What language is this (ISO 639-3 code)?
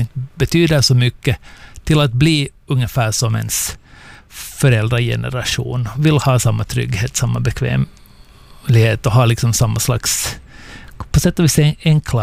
swe